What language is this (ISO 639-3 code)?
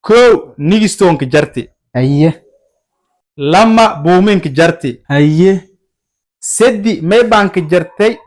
som